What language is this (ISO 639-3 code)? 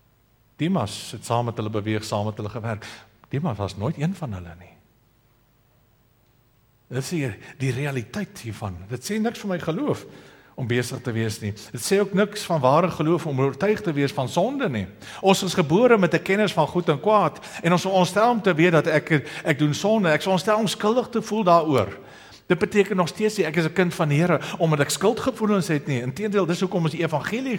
afr